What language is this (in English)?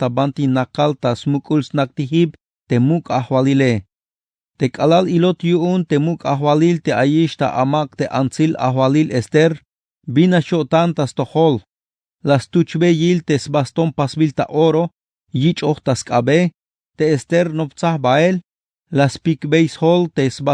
Tzeltal